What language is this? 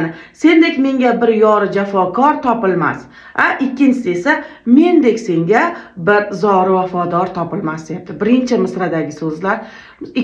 Uzbek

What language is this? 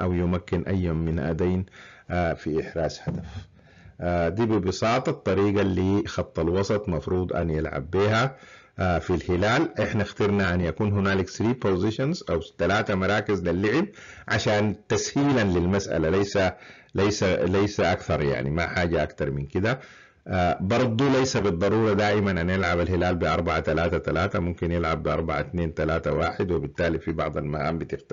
Sudanese Arabic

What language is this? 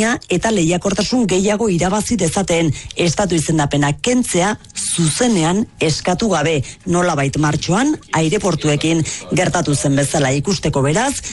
Basque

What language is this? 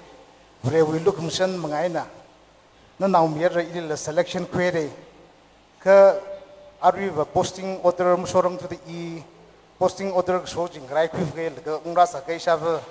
Tangkhul Naga (India)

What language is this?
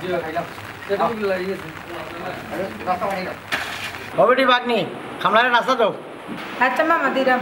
Sylheti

